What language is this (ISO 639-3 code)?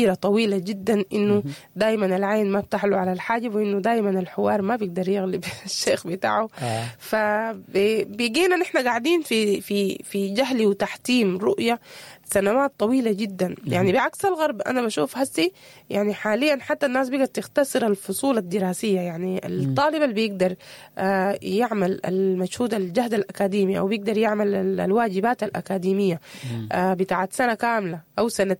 apd